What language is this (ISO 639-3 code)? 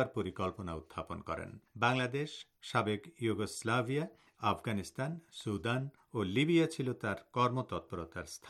ben